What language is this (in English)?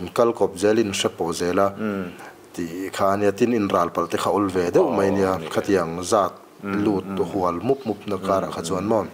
Mizo